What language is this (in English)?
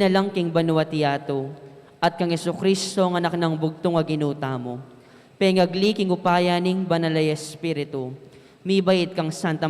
Pampanga